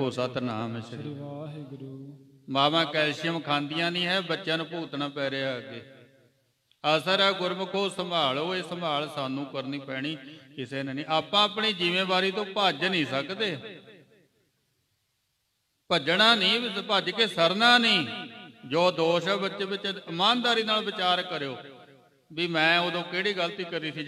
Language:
Punjabi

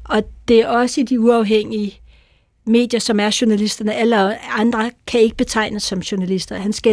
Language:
Danish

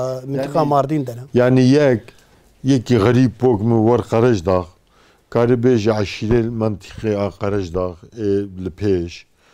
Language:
Kurdish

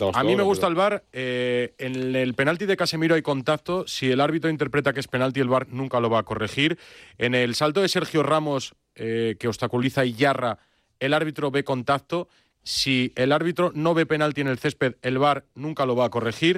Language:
Spanish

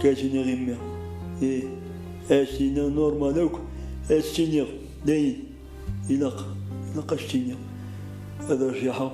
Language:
Kabyle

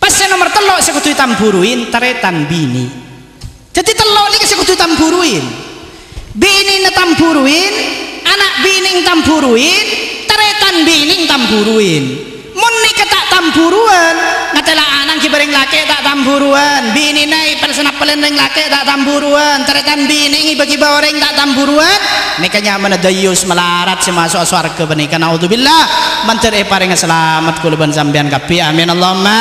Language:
Madurese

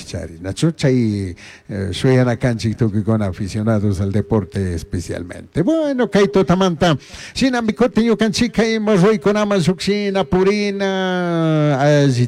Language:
Chimborazo Highland Quichua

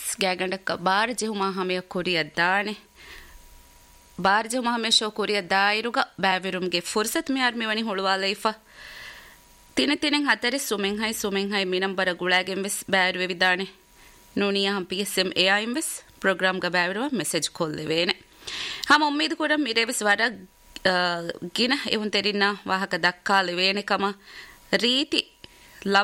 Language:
Divehi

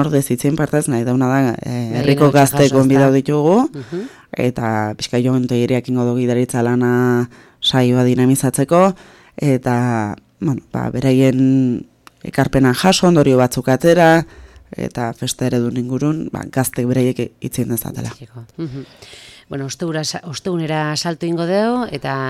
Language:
Basque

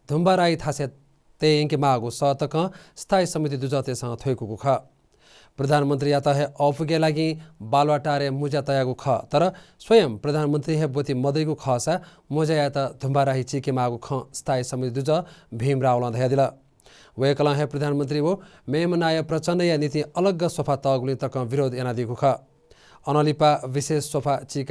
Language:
Newari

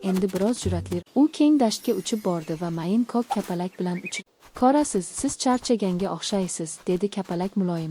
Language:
Uzbek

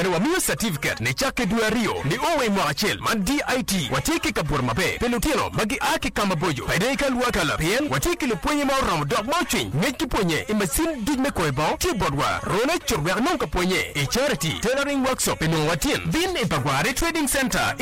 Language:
Acoli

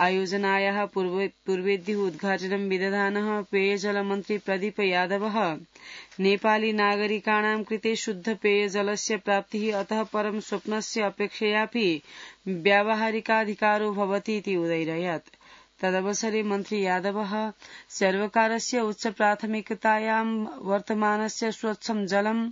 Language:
Sanskrit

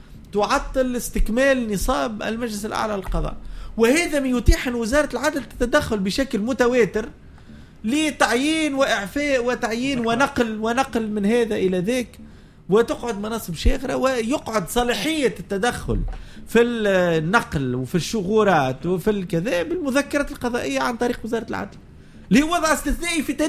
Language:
Tunisian Arabic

